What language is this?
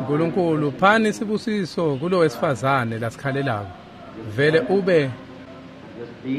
Swati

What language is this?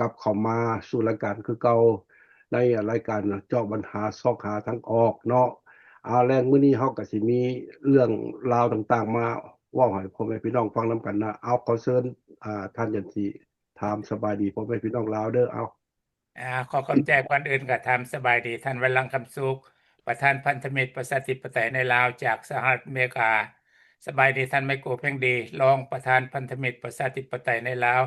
Lao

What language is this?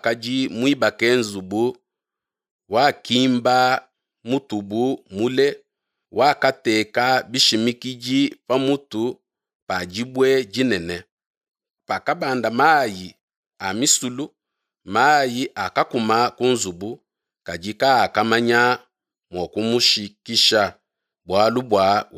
Luba-Lulua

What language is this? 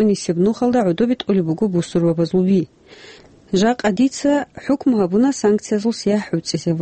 Avaric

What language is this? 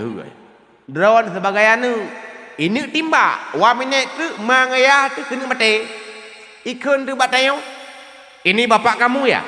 Achinese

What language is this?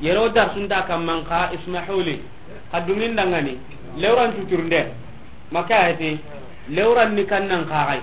Soninke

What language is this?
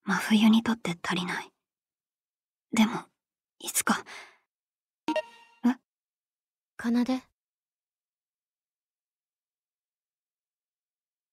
Japanese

